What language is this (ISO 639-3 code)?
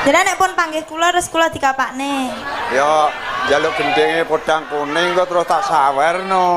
jav